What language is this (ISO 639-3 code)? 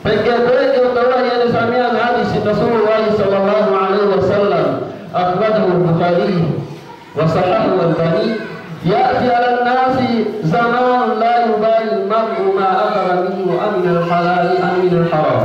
yka